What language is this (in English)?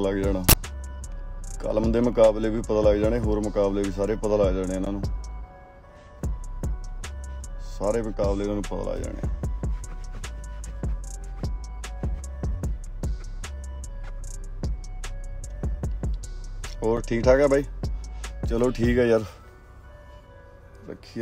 Punjabi